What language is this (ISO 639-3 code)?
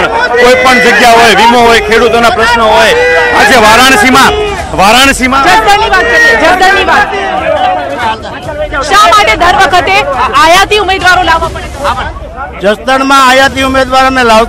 guj